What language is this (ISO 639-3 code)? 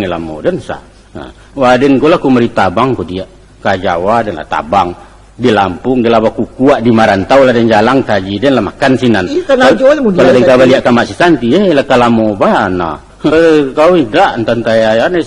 min